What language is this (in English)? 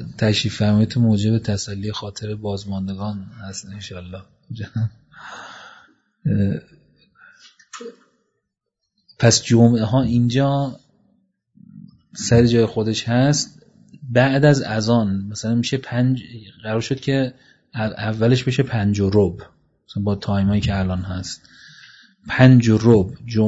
Persian